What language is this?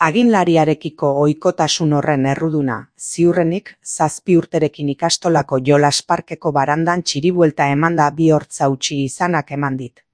Basque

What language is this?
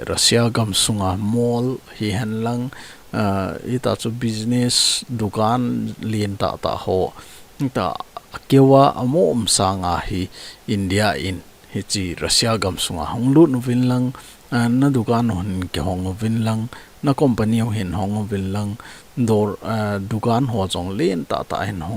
Thado Chin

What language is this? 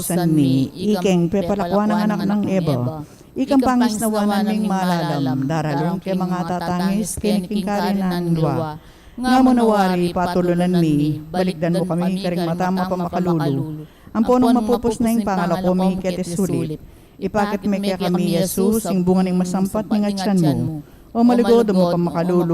Pampanga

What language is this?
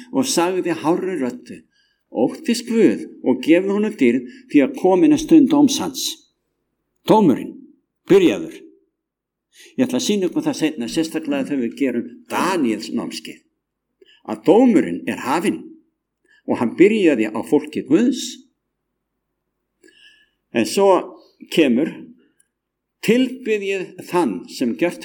Icelandic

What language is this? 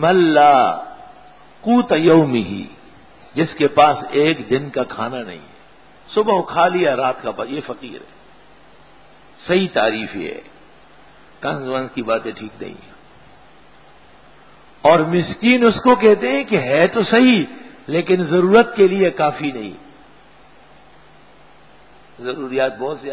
Urdu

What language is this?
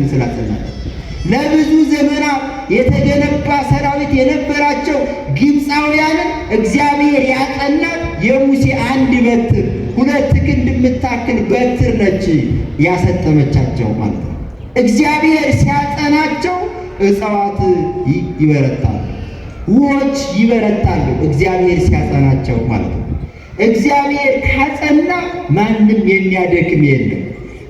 Amharic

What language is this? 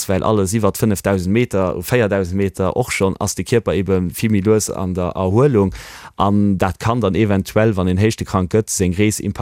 Luxembourgish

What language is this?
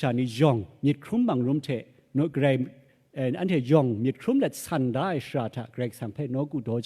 Kachin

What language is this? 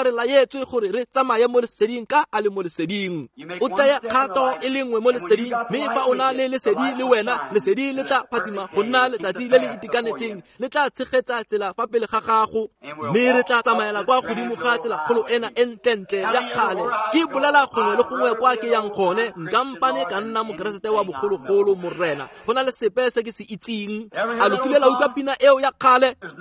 Tswana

